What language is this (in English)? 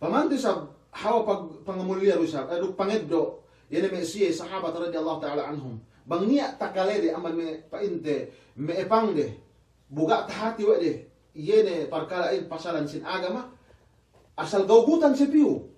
Yakan